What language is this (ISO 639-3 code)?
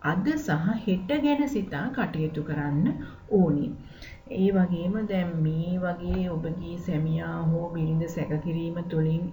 sin